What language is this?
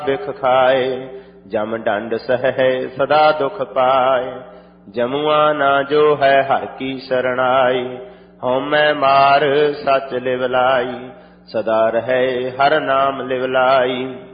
Punjabi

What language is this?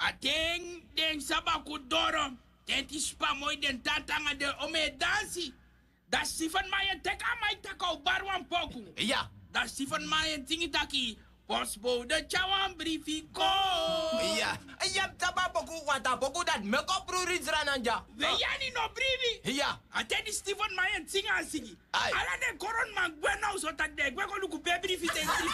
Sranan Tongo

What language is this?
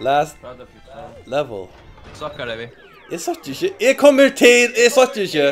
Faroese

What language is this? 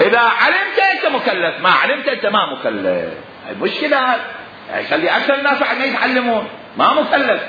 Mesopotamian Arabic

